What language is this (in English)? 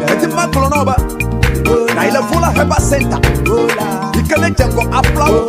Ewe